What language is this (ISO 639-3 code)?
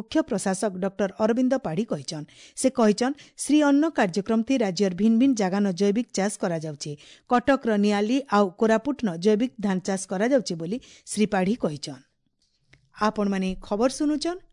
ori